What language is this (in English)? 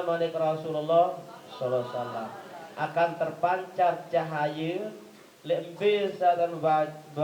Sasak